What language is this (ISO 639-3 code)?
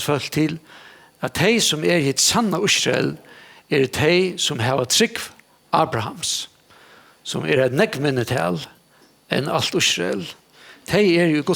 fao